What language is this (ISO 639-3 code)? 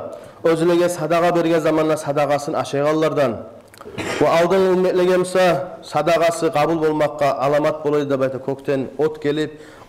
kum